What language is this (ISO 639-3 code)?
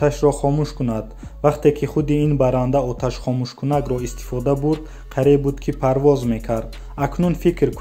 tgk